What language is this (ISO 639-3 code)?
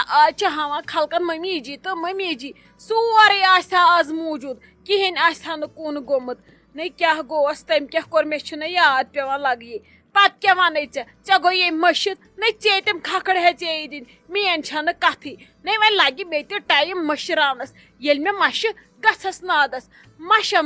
kas